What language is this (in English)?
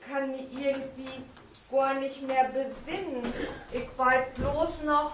Low German